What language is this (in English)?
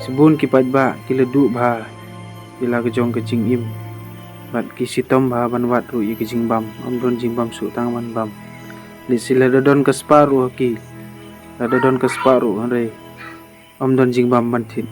Khasi